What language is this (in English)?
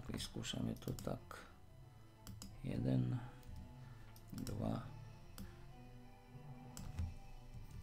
Slovak